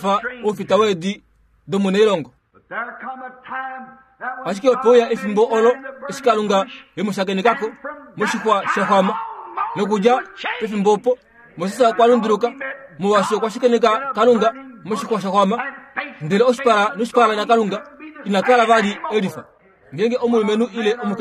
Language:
Kuanyama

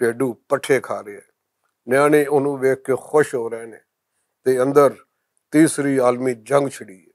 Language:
Western Panjabi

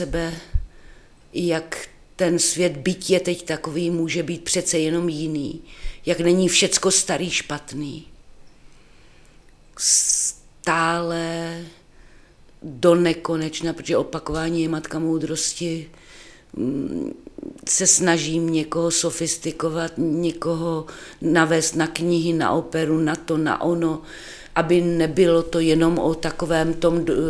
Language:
Czech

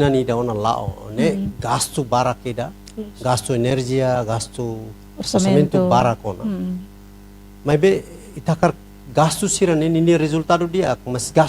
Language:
Tetum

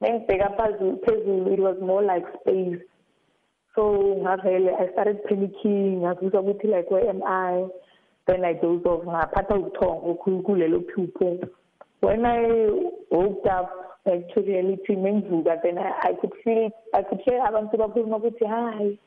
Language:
South Ndebele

